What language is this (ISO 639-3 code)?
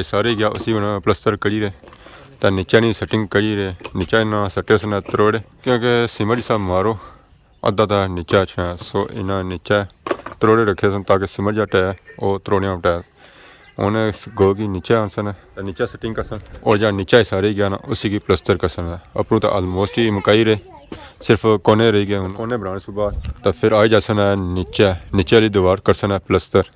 phr